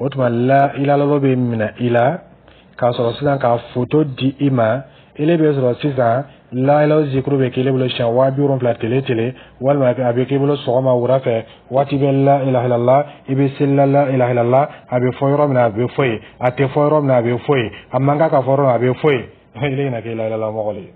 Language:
Dyula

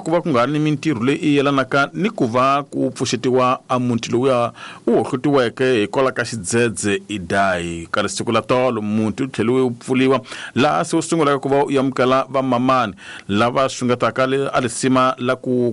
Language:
Tsonga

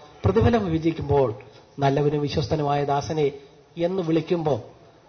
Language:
Malayalam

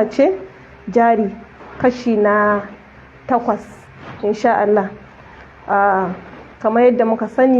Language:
Hausa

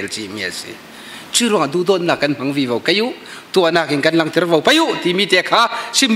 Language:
Falam Chin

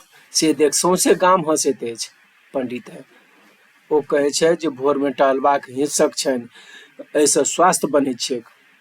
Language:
Maithili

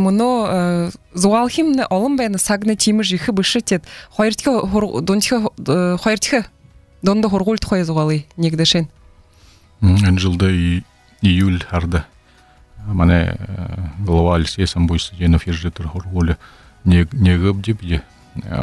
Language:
Buriat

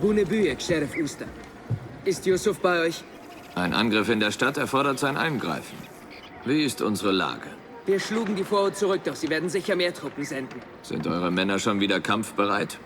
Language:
Bavarian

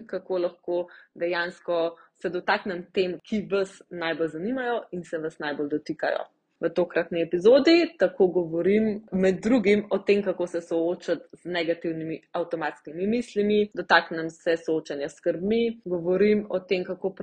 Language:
Slovenian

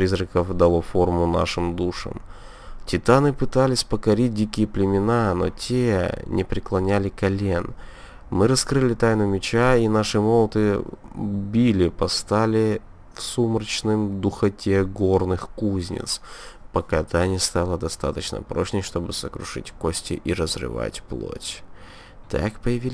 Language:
Russian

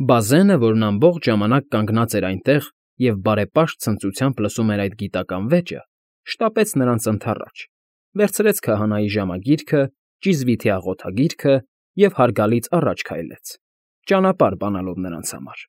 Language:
Armenian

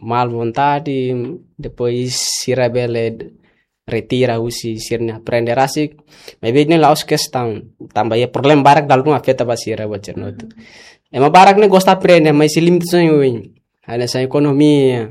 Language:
Tetum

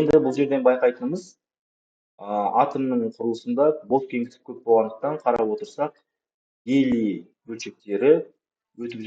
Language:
Kazakh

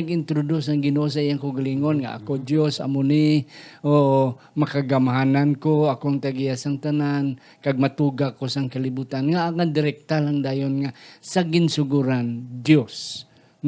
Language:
Hiligaynon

